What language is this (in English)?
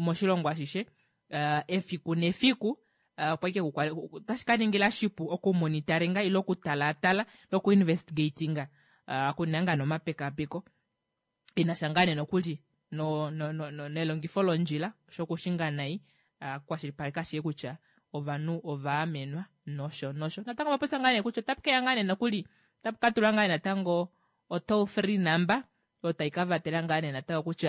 Kuanyama